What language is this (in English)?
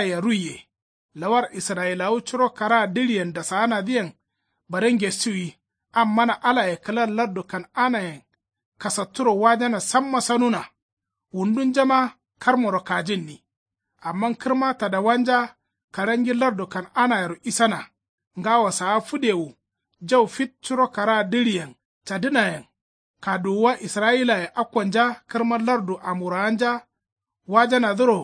Kanuri